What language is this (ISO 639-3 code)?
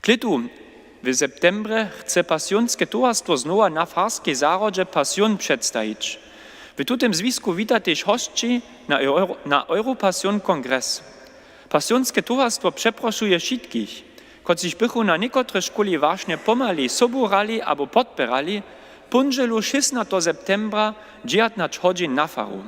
hsb